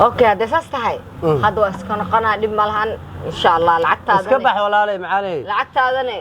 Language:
Somali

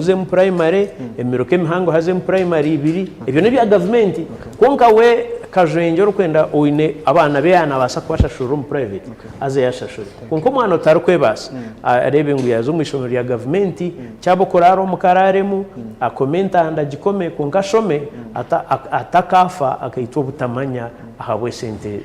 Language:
Nyankole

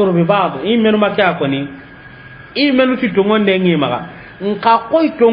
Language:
Soninke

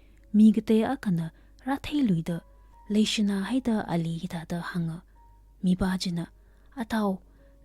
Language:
Tangkhul Naga (India)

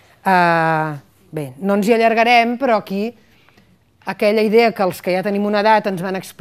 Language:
Catalan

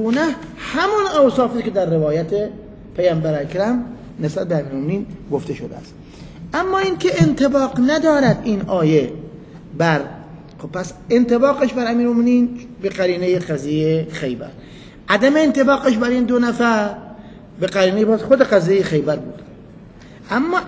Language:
Persian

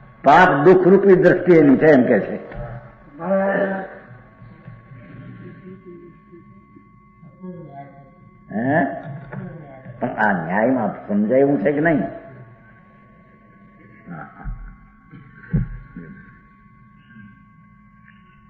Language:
Gujarati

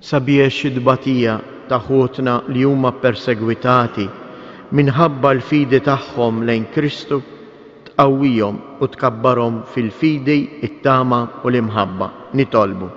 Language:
Maltese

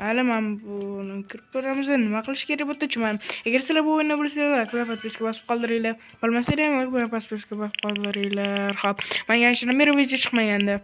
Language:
Uzbek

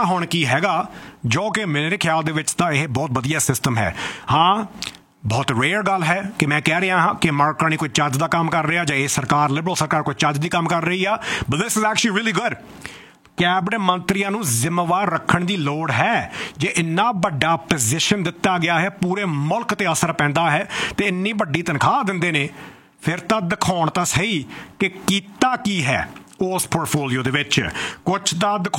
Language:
Punjabi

